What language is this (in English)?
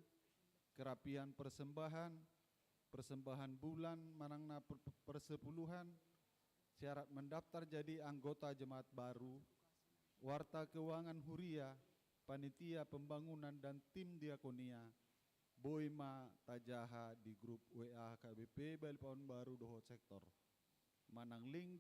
Batak Toba